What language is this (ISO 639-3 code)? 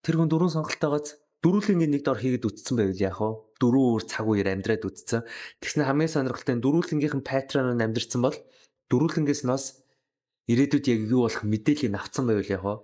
mon